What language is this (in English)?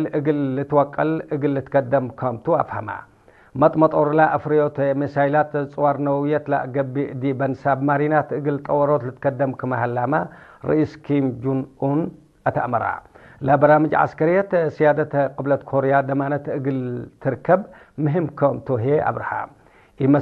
Tigre